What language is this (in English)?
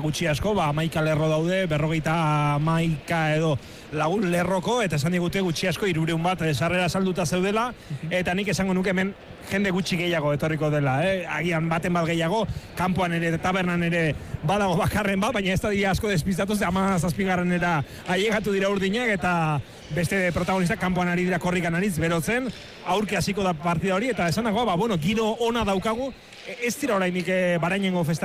Basque